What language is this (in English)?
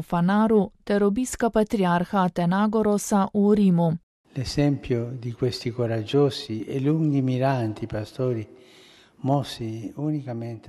Slovenian